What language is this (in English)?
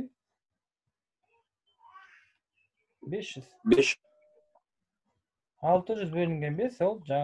Kazakh